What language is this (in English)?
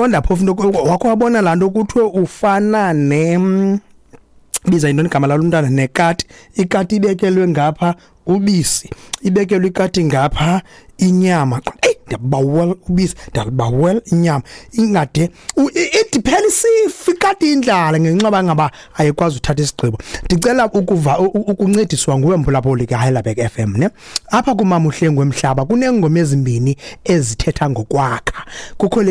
Xhosa